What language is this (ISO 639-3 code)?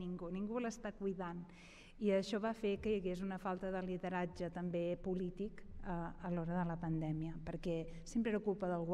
cat